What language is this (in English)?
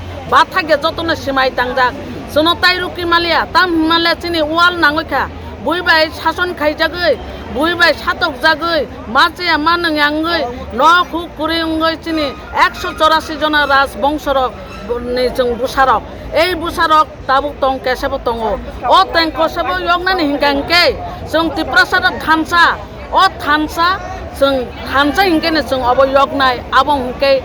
Kok Borok